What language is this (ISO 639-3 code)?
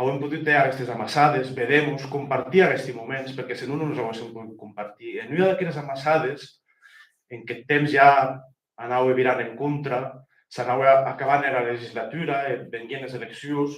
oci